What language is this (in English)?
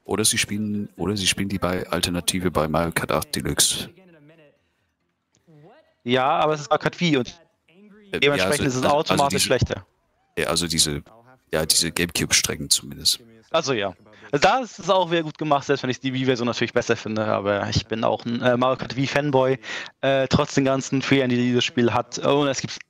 German